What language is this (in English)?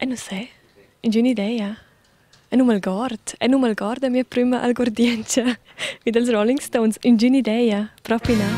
Romansh